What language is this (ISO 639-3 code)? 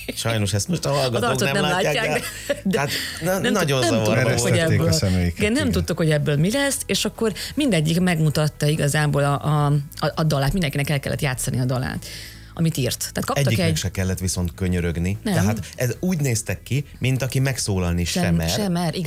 hun